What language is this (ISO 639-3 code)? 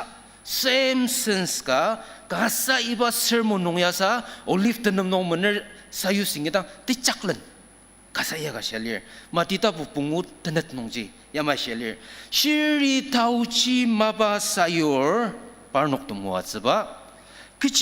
njo